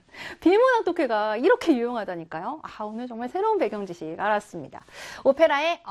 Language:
Korean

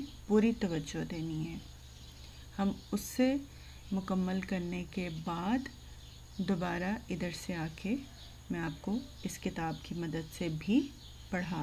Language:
Urdu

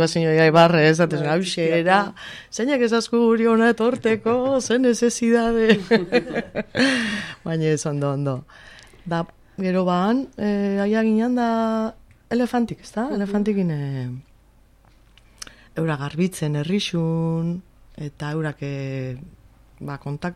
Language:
Basque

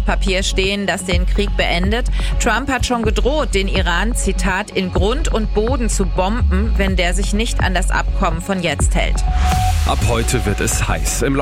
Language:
German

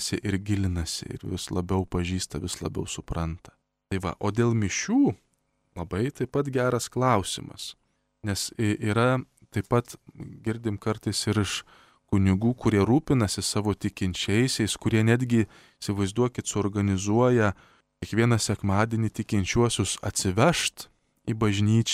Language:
Lithuanian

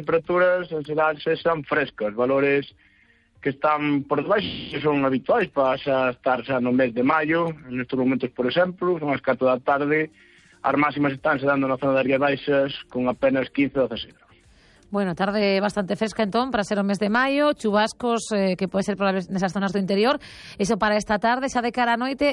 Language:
Galician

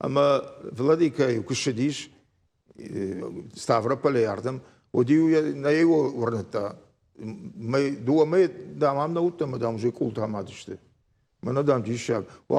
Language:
Ossetic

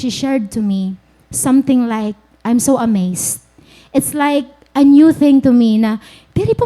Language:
Waray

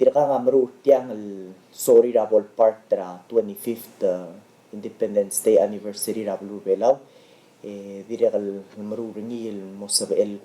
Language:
Palauan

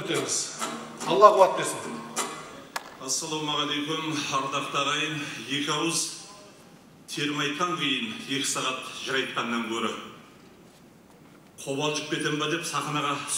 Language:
Kazakh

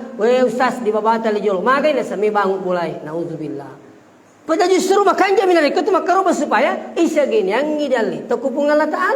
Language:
Buginese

